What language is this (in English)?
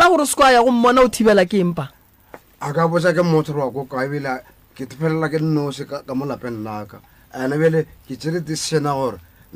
Northern Sotho